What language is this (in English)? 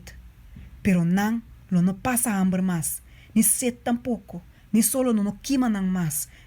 Papiamento